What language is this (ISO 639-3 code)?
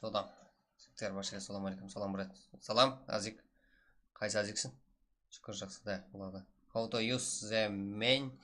kaa